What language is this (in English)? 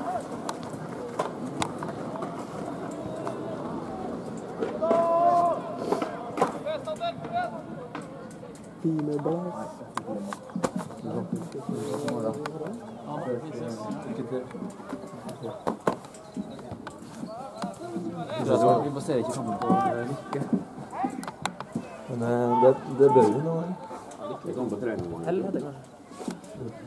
Norwegian